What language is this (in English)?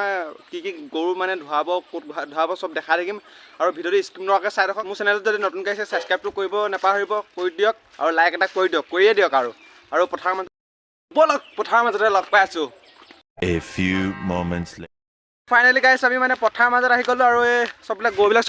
Assamese